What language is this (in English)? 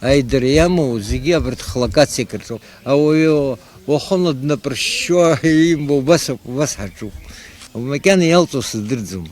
Abkhazian